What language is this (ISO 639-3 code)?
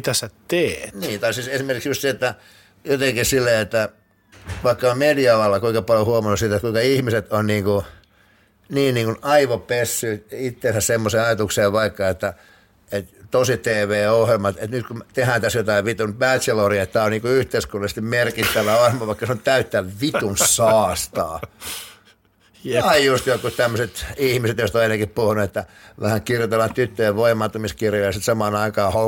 fin